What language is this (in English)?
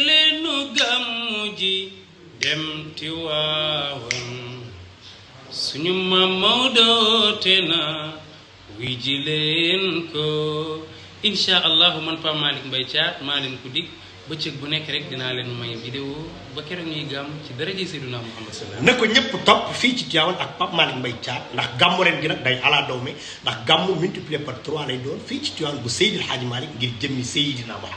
Wolof